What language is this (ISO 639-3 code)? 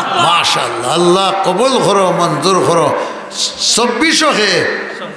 syl